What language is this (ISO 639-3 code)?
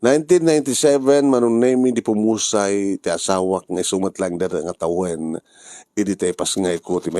ilo